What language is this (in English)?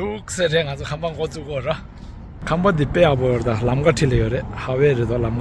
Tibetan